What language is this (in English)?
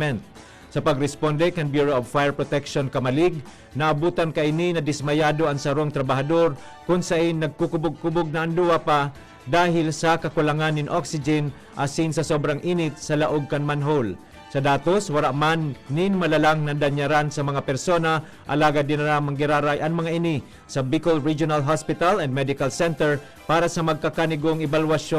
Bikol